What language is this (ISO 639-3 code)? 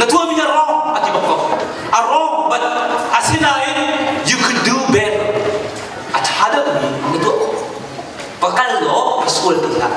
cnh